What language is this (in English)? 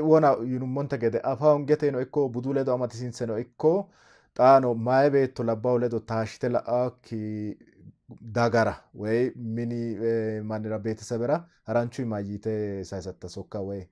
Sidamo